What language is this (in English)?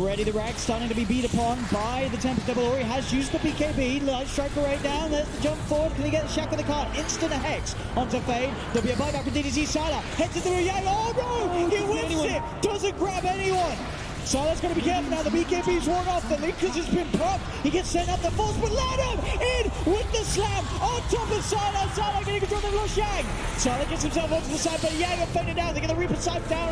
English